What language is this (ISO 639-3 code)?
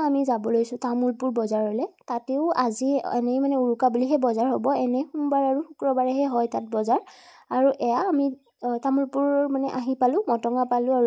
asm